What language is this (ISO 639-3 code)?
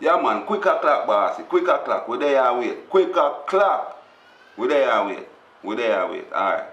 jam